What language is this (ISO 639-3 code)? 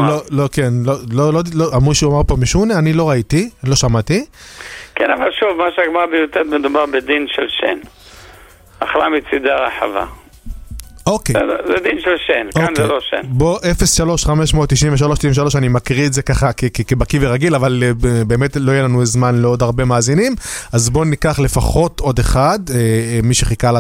heb